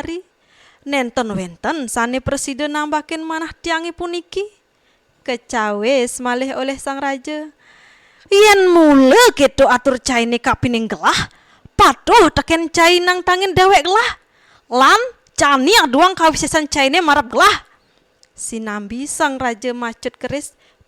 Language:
Balinese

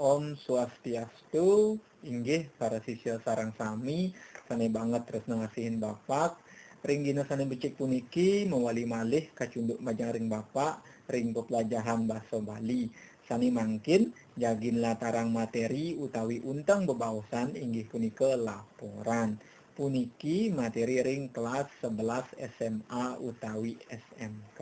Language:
Balinese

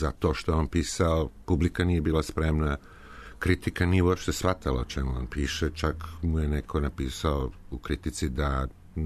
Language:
Serbian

